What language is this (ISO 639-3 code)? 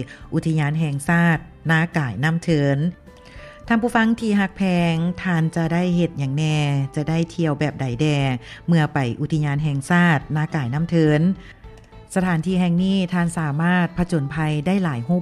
lao